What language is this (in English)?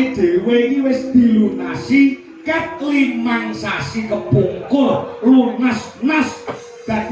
Javanese